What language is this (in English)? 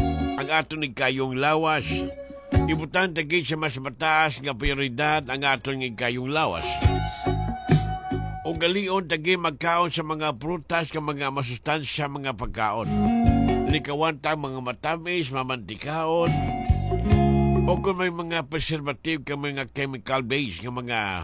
Hiligaynon